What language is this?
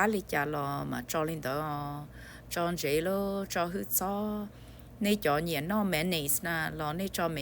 Hmong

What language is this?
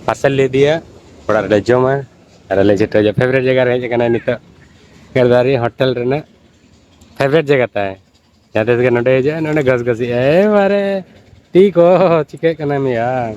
Santali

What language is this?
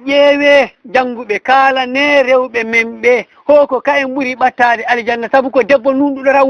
Fula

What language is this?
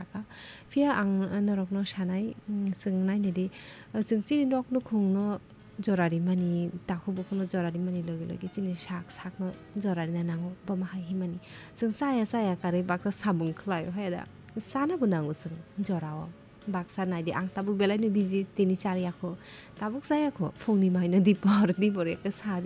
Kok Borok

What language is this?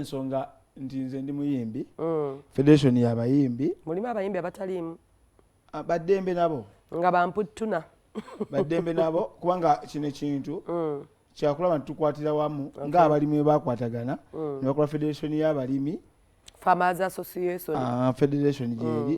Ganda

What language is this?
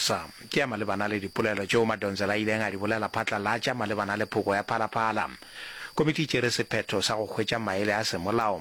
Northern Sotho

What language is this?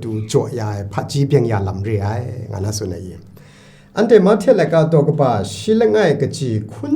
Kachin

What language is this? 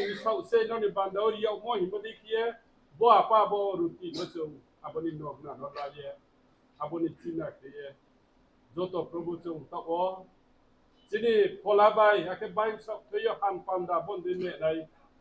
Riang (India)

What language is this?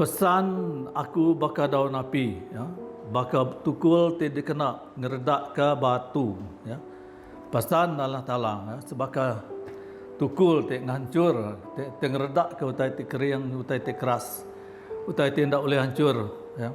Iban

